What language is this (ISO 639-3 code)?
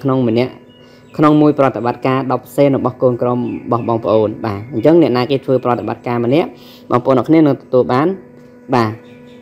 khm